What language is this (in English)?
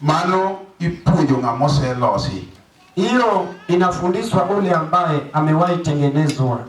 Luo (Kenya and Tanzania)